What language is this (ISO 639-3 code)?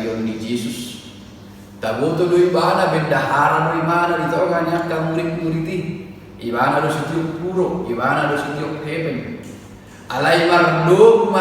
bbc